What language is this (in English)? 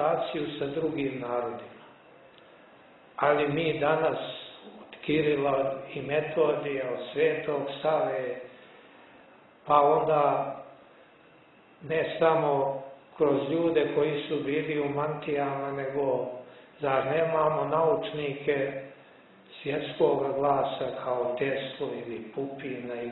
Serbian